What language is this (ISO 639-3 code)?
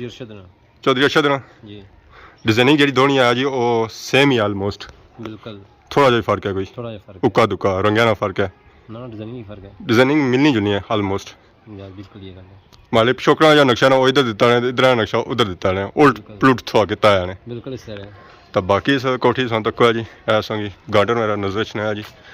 phr